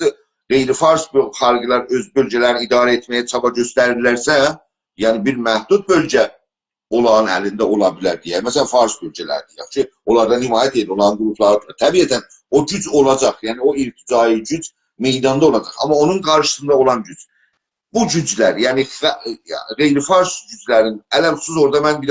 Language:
South Azerbaijani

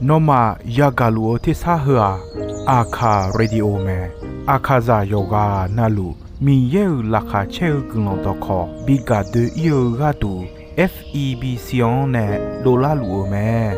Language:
Akha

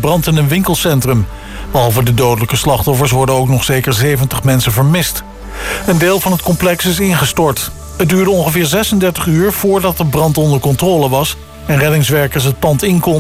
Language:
Dutch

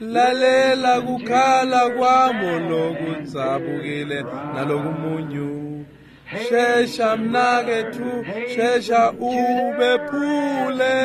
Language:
Swati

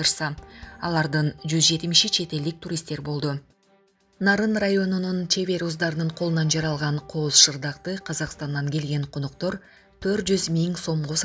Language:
Kyrgyz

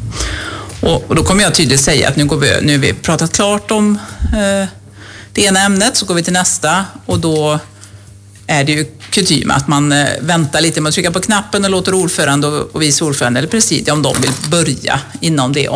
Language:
Swedish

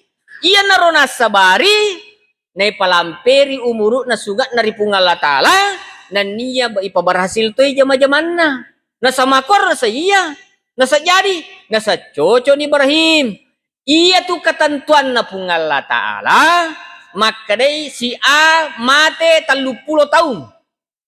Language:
Buginese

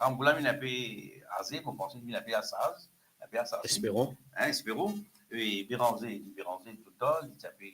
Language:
Morisyen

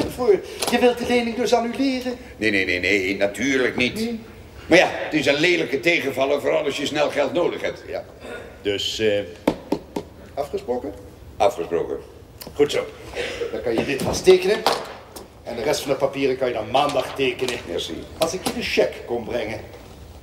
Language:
Dutch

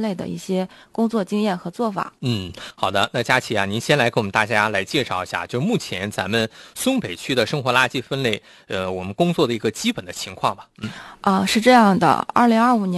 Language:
Chinese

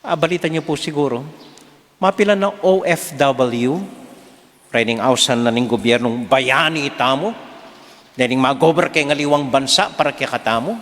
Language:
Pampanga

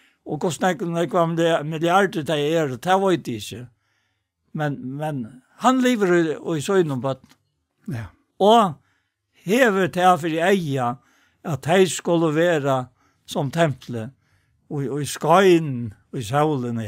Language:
Faroese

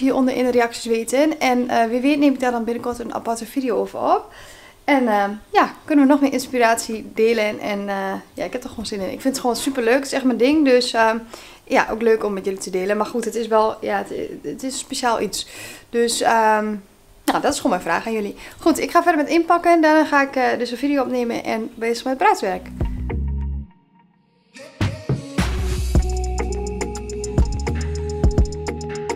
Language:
Dutch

